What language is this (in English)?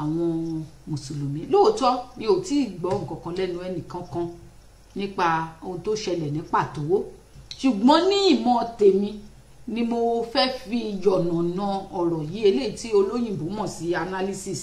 Yoruba